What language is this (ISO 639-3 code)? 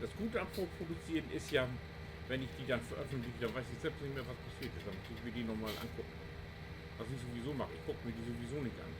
nds